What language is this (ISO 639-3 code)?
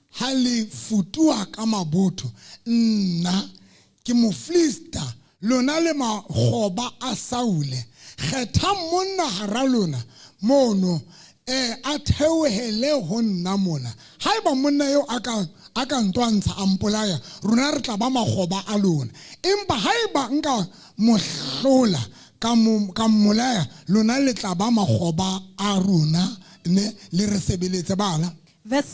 sot